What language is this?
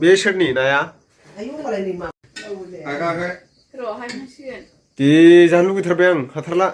Bodo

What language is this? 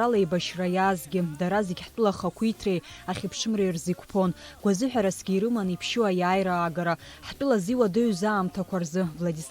Abkhazian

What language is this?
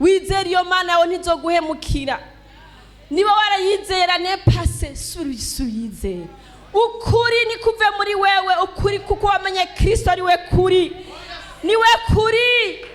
Rundi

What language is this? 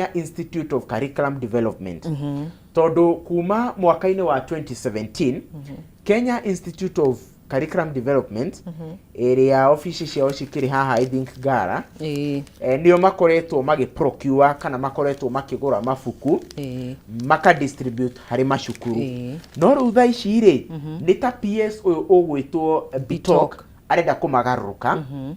Kikuyu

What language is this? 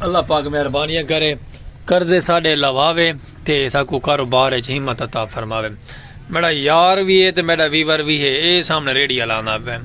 Saraiki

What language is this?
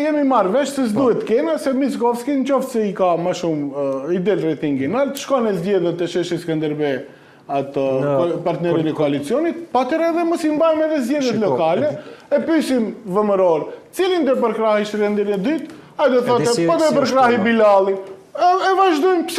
Albanian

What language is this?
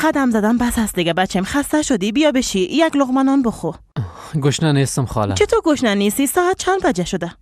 Persian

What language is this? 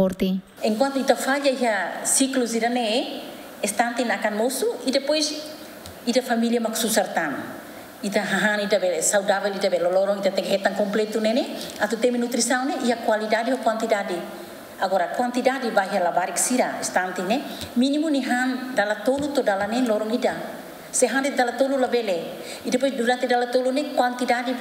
Tetum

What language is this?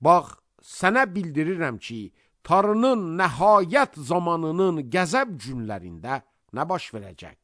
Azerbaijani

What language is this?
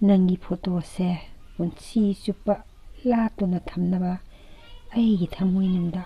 Manipuri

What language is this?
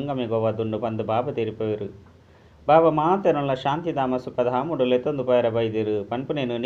Tulu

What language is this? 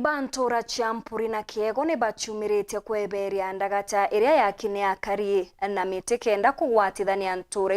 Meru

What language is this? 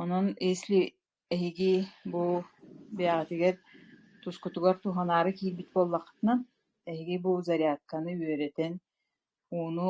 Yakut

